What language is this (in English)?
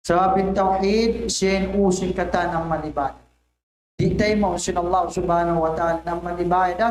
Tausug